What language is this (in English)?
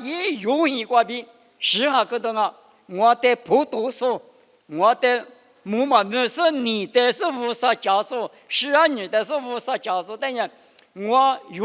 Lisu